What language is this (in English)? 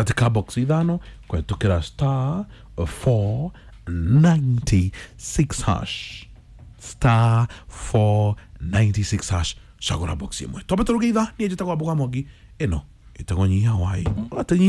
Kikuyu